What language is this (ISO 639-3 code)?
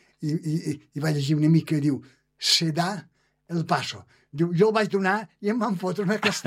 cat